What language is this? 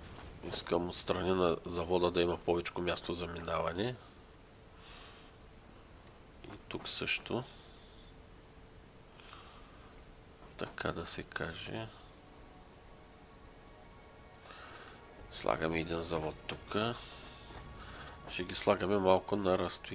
Bulgarian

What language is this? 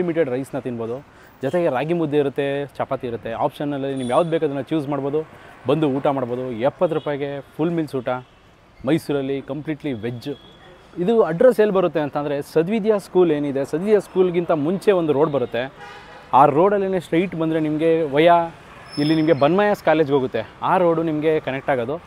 Kannada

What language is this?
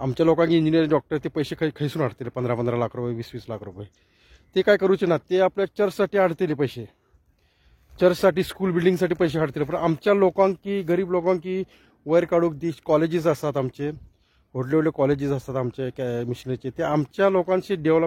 Konkani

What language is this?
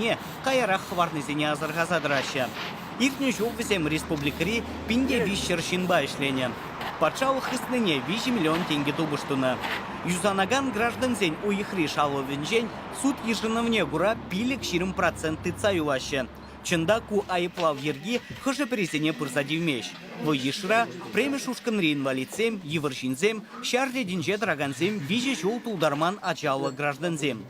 Chuvash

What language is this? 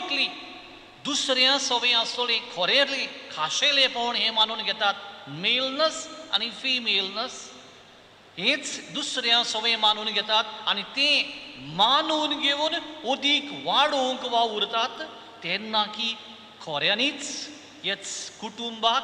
Konkani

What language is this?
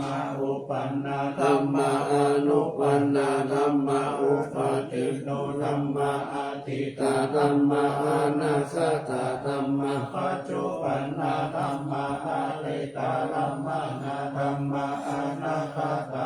Pali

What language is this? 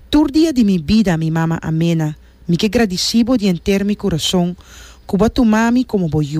Papiamento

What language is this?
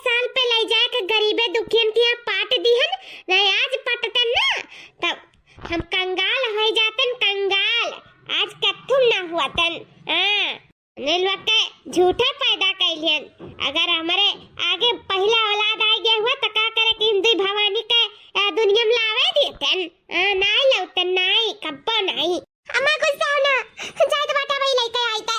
Awadhi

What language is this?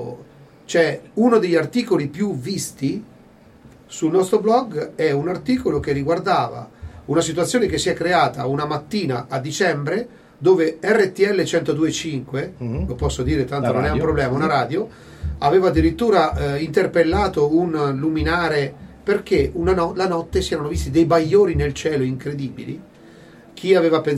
Italian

